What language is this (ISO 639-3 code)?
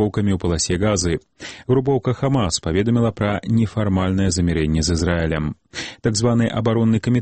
bel